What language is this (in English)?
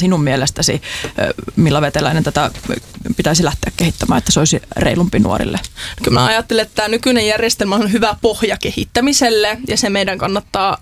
Finnish